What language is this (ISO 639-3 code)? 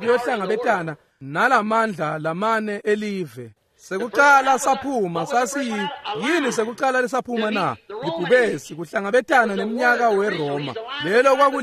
ssw